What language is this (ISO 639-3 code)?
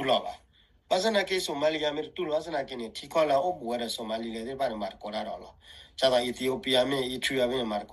ksw